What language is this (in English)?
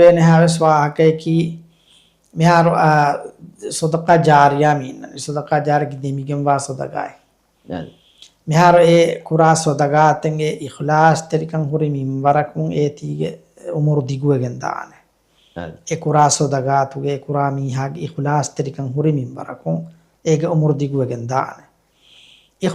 Divehi